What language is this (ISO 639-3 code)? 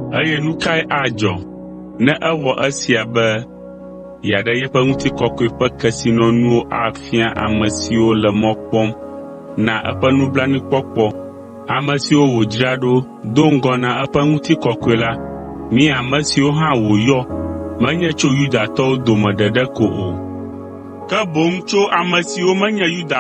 ewe